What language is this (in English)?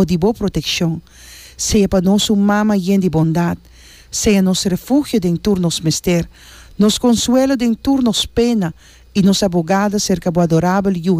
Papiamento